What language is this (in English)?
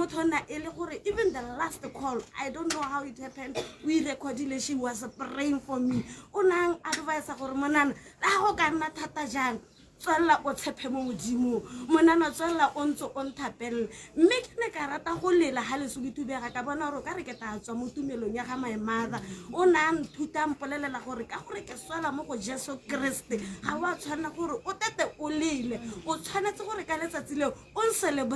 Tswana